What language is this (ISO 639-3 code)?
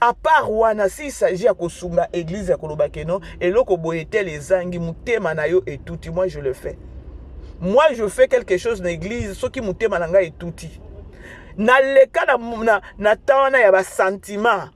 lin